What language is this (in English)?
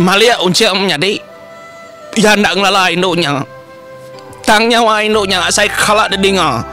Iban